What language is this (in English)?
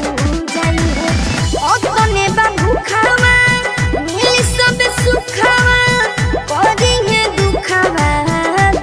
Bhojpuri